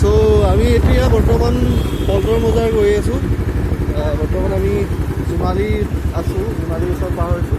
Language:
Assamese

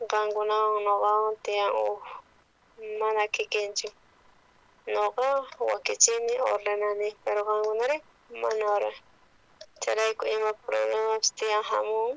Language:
South Bolivian Quechua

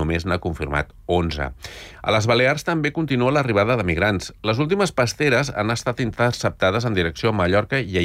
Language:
Catalan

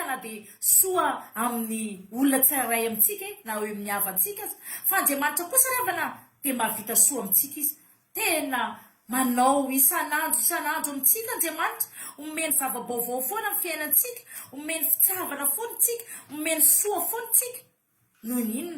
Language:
Malagasy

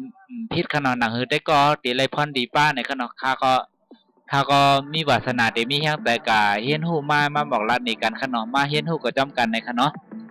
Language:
Shan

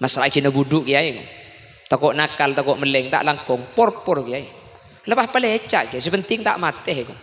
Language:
Madurese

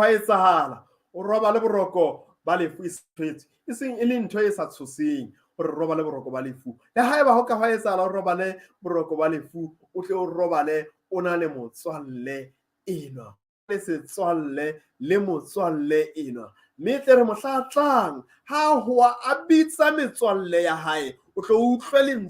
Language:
Southern Sotho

